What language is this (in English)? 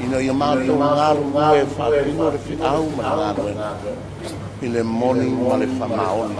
Samoan